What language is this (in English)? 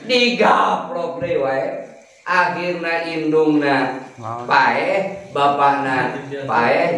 Sundanese